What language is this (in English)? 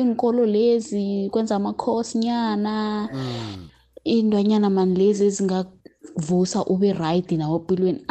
South Ndebele